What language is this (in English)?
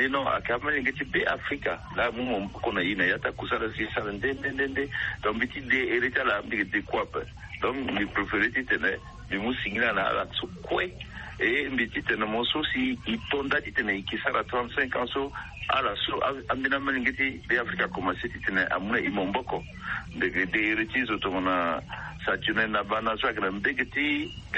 Sango